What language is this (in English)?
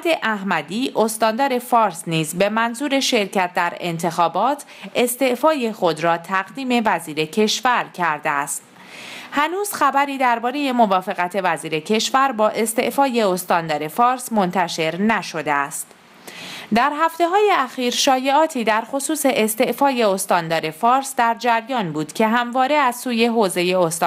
Persian